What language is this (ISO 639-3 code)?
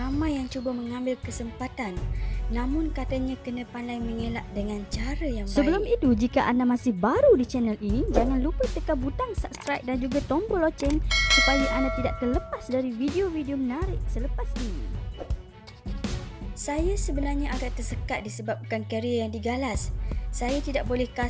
msa